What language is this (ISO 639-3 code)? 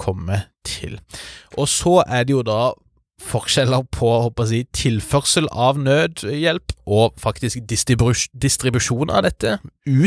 nor